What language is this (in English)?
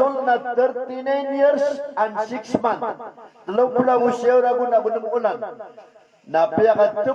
Maranao